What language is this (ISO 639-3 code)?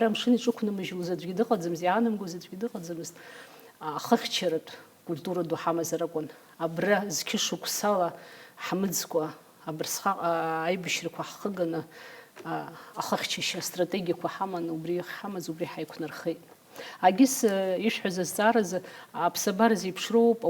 abk